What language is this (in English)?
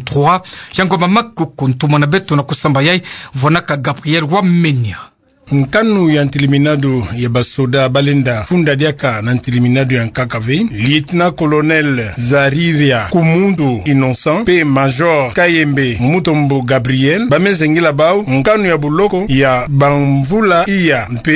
Kituba (Democratic Republic of Congo)